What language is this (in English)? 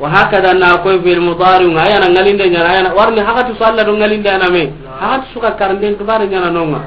Soninke